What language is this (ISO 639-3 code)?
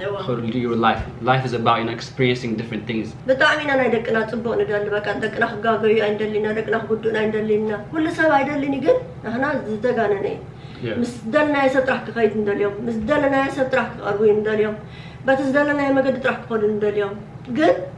tir